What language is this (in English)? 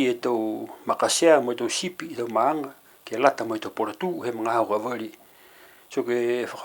Niuean